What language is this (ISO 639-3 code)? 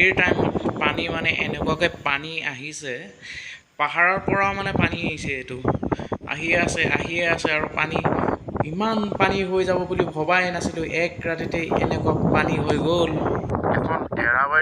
asm